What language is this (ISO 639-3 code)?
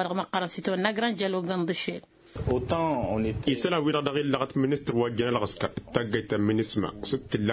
taq